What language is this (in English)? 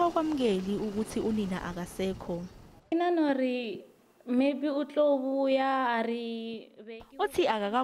Zulu